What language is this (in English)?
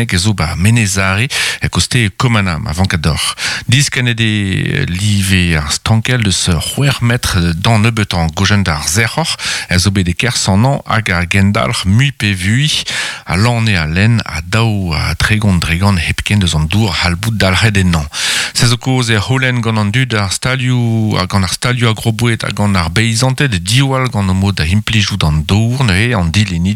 Breton